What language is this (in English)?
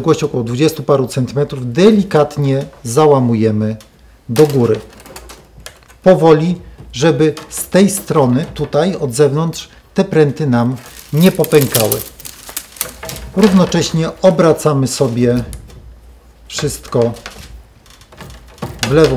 Polish